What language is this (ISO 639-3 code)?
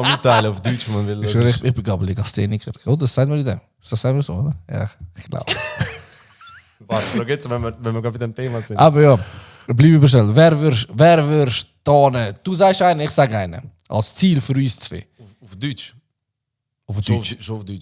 gsw